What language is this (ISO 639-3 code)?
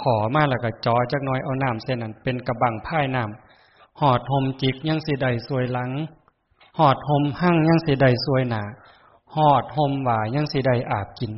tts